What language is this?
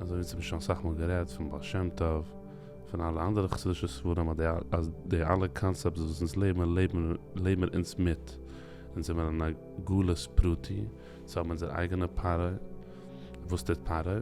Yiddish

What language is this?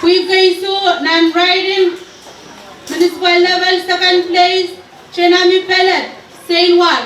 Pohnpeian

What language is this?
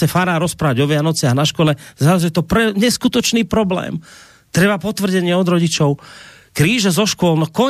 Slovak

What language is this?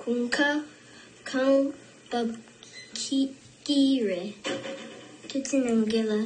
Tibetan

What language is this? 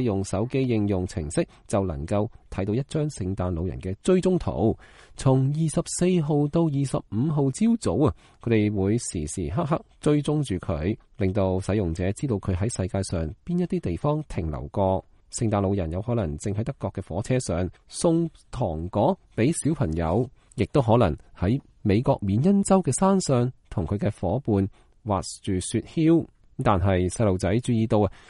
Cantonese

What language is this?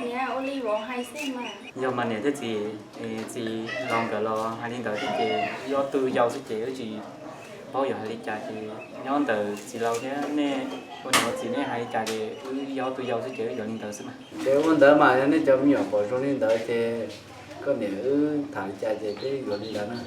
Hmong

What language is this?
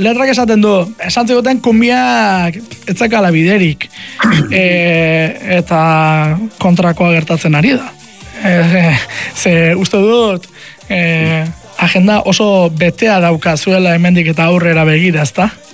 Basque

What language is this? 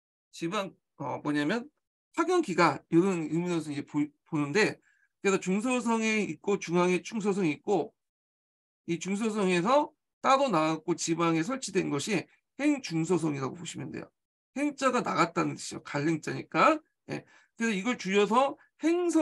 Korean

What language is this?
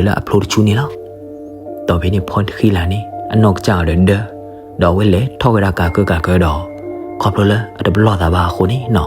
S'gaw Karen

